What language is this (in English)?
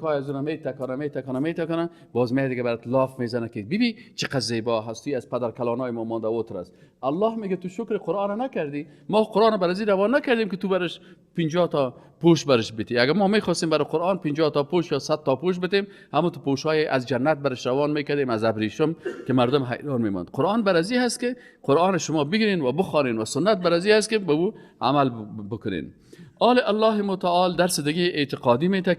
Persian